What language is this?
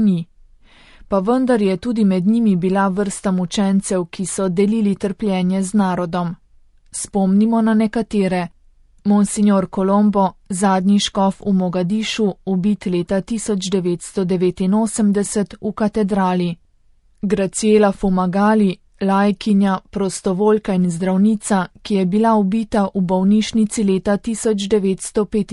Slovenian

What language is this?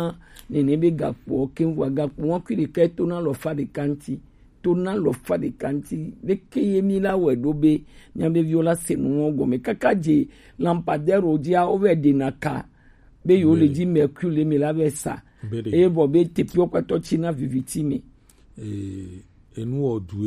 Gen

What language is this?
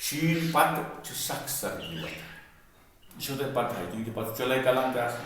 Kashmiri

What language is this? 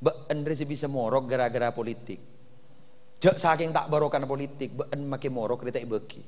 Madurese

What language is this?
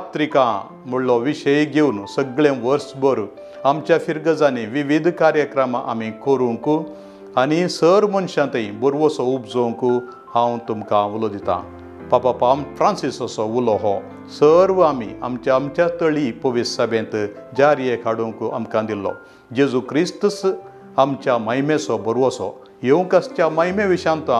Konkani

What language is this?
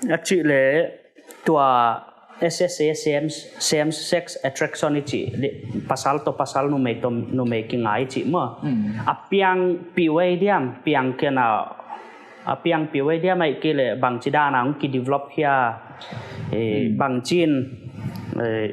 Paite Chin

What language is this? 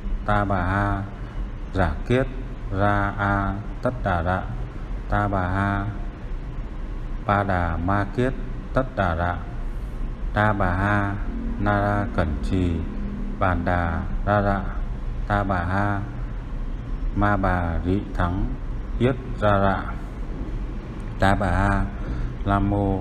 Vietnamese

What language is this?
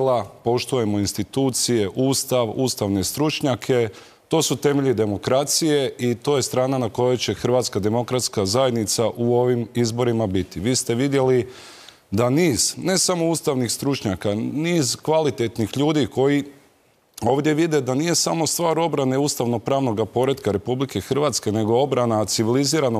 Croatian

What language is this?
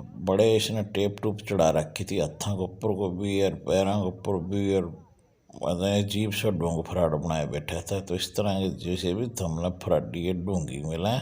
Haryanvi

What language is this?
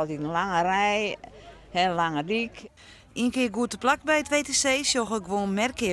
Western Frisian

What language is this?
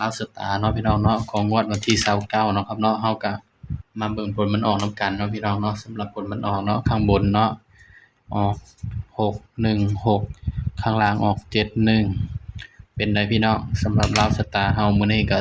Northeastern Thai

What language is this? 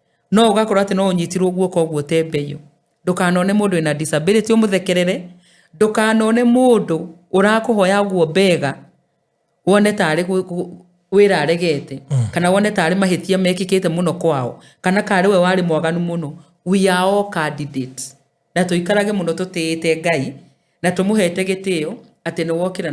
Kikuyu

